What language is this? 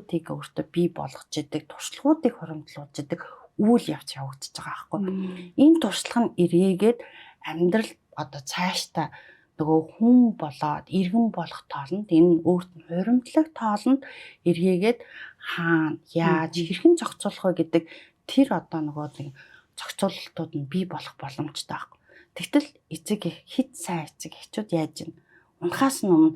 Mongolian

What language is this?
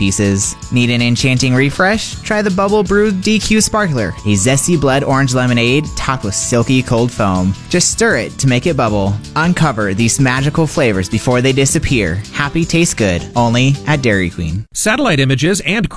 English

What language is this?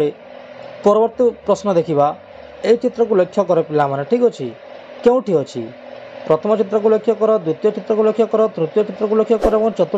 Odia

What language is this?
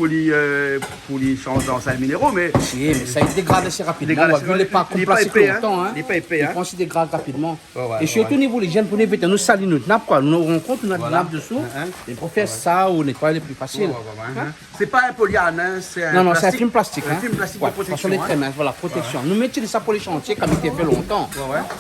Réunion Creole French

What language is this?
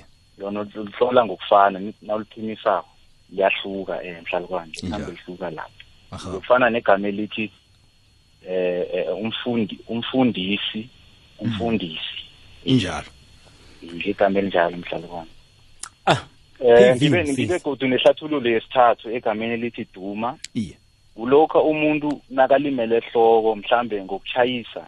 South Ndebele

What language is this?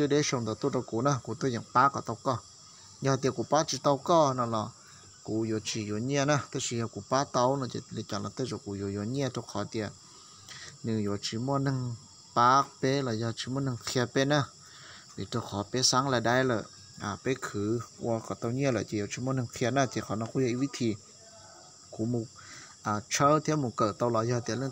Hmong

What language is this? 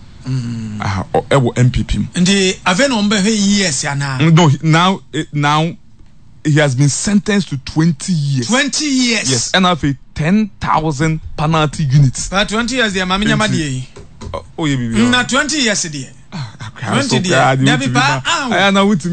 Akan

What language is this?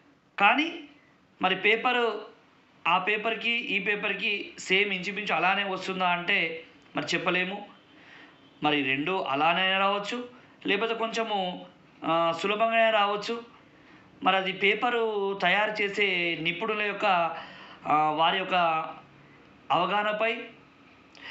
Telugu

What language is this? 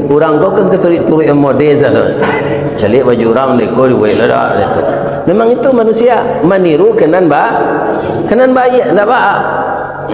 Minangkabau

